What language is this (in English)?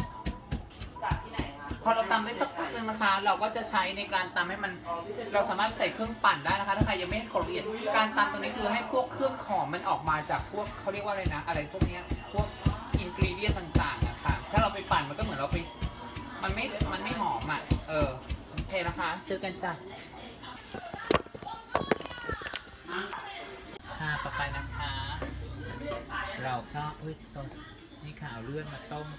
Thai